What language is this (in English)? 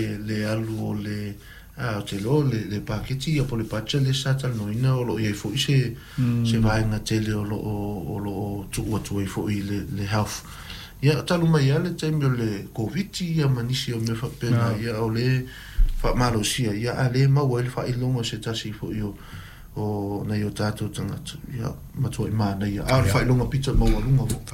Samoan